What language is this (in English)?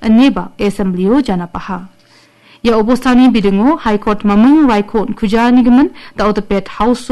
Garo